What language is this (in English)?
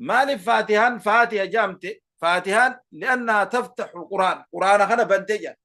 Oromo